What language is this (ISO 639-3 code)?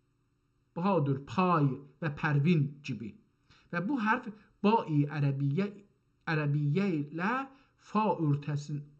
azb